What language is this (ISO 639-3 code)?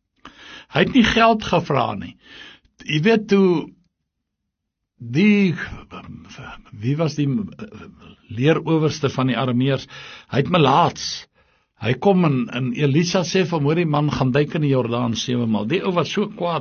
afr